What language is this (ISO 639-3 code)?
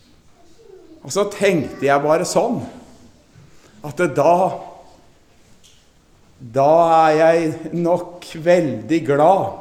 nor